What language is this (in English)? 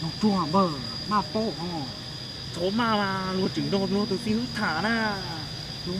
Hmong